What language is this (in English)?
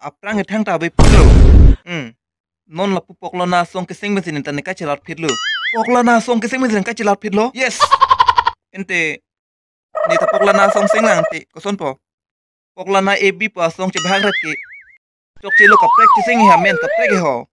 Karbi